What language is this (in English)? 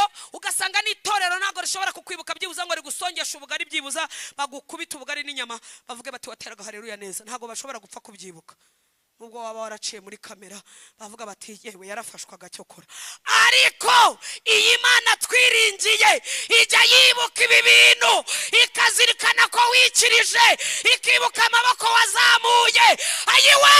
Kinyarwanda